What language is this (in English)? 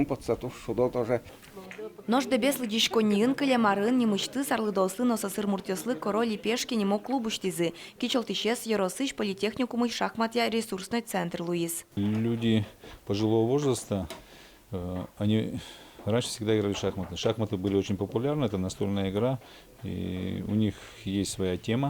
Udmurt